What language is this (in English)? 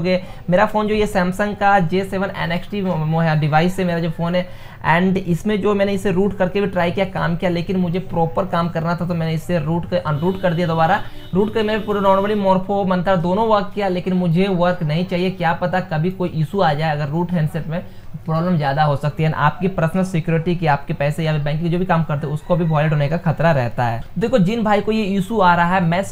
Hindi